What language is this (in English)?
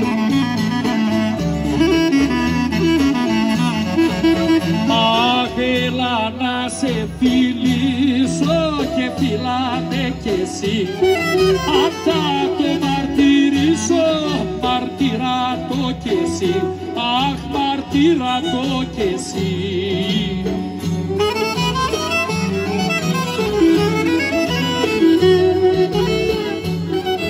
Greek